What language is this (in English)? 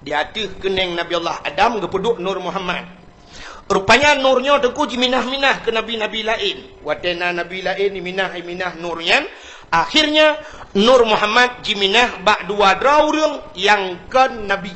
Achinese